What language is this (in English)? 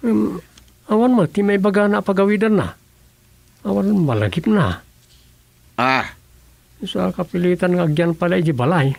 Iloko